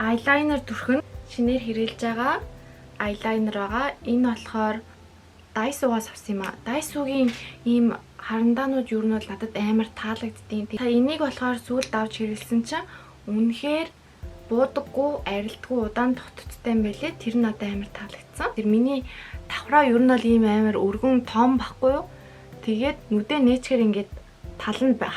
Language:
Mongolian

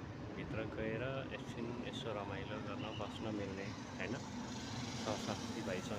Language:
Nepali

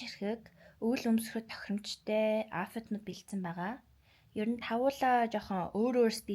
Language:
Mongolian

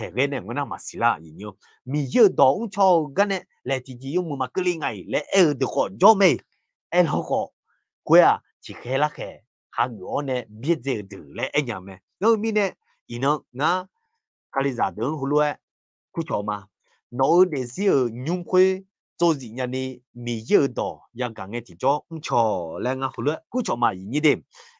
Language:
Akha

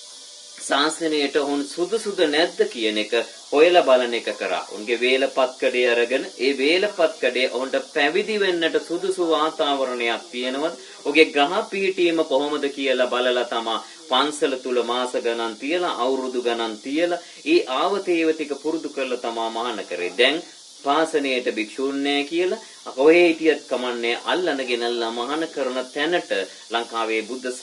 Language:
Sinhala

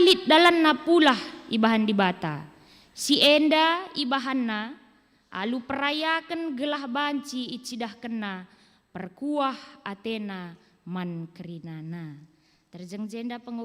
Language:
Batak Karo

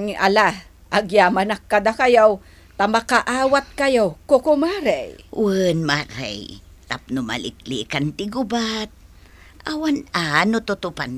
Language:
Iloko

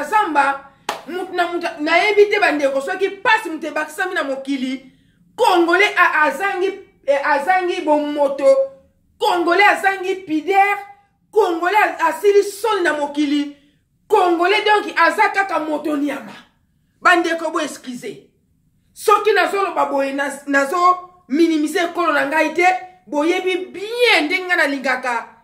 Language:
Lingala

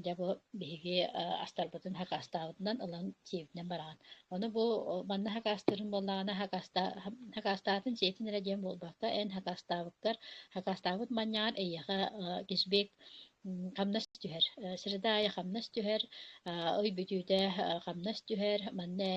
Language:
Yakut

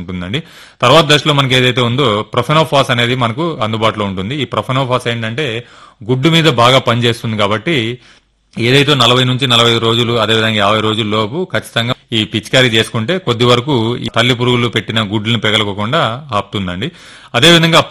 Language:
Telugu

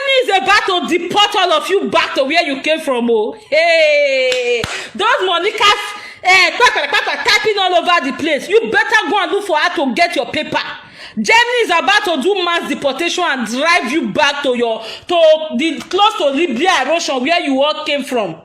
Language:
Nigerian Pidgin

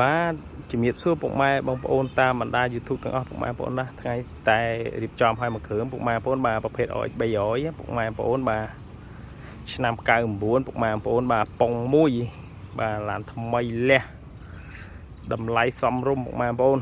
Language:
Khmer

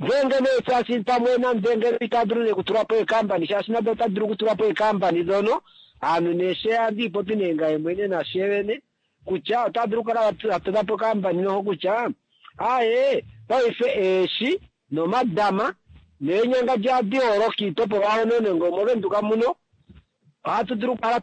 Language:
Kuanyama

